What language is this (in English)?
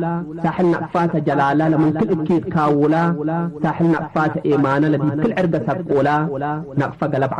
Tigre